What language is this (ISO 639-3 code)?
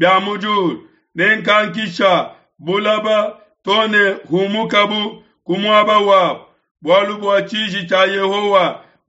lua